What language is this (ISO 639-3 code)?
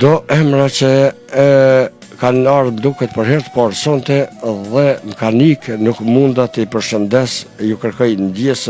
sqi